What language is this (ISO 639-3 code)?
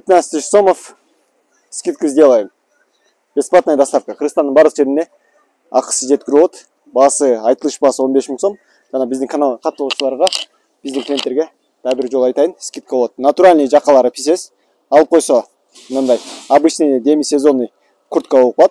kir